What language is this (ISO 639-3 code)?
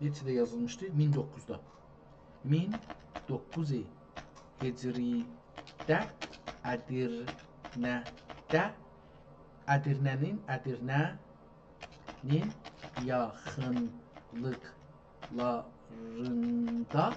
azb